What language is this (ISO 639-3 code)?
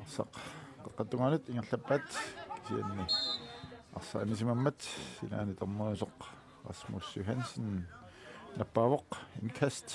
kal